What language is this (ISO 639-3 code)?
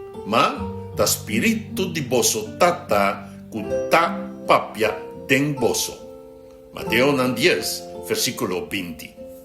pap